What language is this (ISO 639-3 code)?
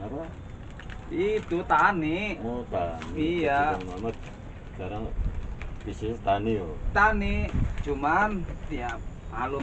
bew